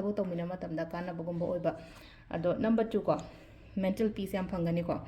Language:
Manipuri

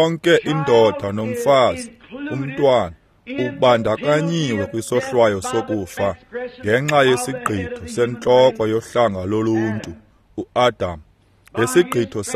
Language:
Xhosa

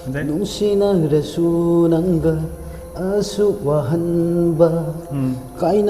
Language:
Manipuri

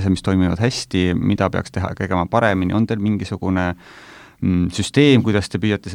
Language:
Estonian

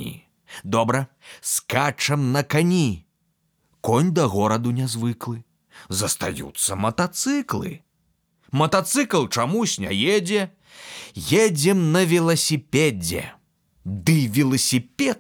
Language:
Belarusian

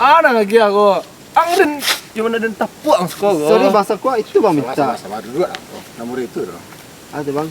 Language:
Minangkabau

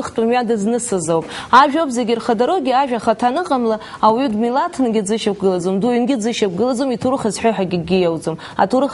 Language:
Abkhazian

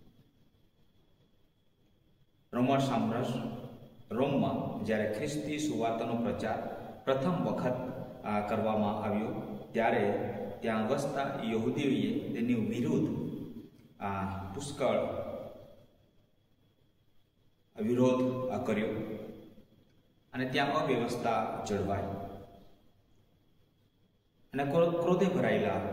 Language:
Gujarati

